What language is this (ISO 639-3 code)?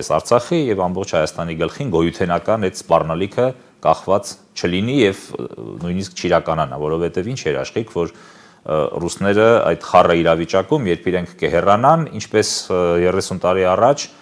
hye